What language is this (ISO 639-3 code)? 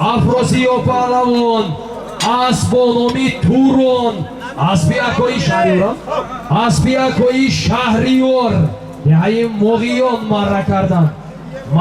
tgk